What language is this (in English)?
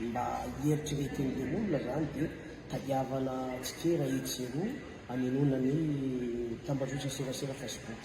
Malagasy